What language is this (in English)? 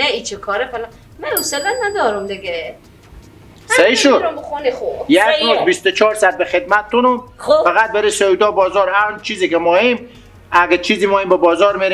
Persian